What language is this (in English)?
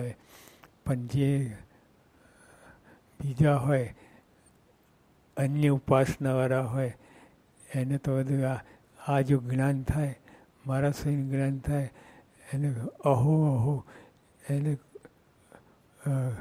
Gujarati